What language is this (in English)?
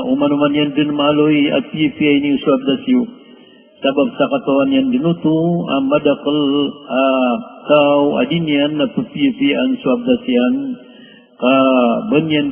Maranao